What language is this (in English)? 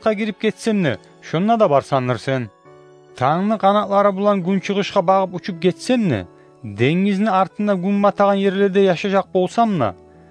Kumyk